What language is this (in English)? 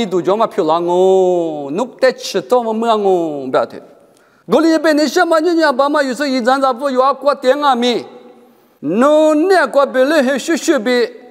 Lisu